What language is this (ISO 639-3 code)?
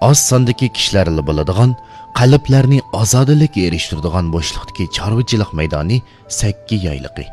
uig